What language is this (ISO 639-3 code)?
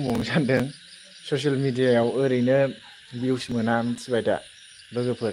brx